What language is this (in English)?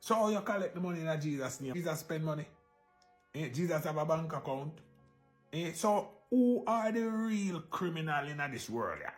Jamaican Creole English